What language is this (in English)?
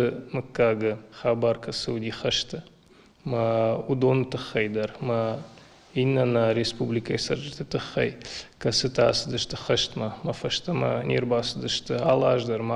Ossetic